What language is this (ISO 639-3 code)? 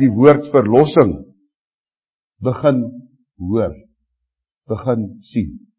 afr